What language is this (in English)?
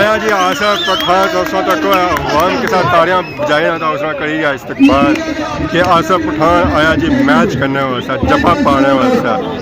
Pahari-Potwari